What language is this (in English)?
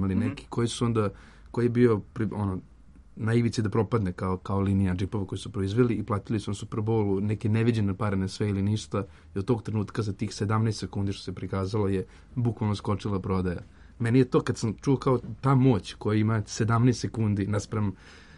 Serbian